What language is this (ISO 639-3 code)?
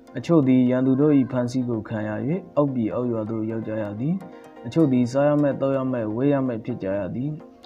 mya